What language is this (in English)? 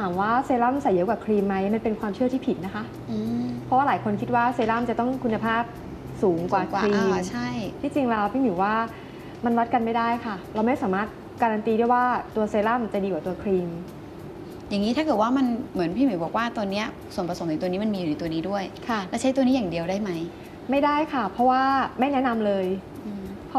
Thai